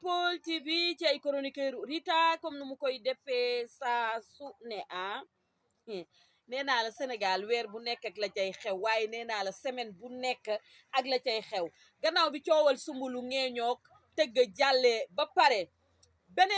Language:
Wolof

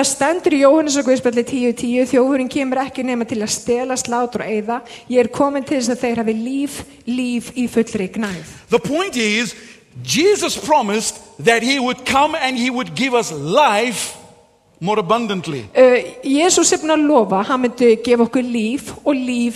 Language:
Icelandic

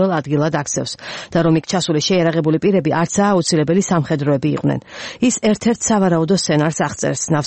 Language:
Georgian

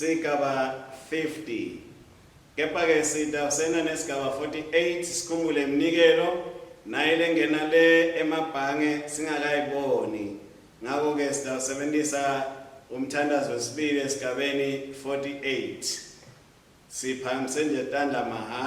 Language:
Swati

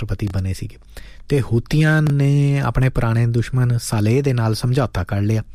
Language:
Punjabi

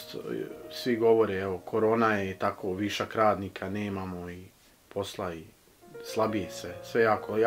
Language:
Bosnian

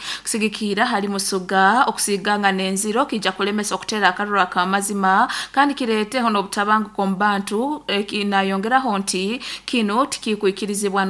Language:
Nyoro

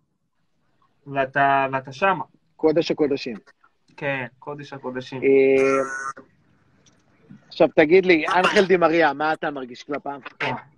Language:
Hebrew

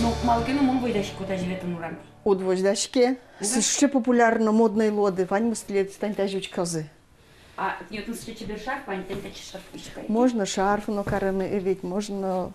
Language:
Udmurt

